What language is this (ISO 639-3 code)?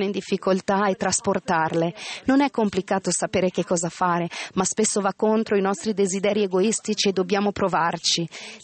ita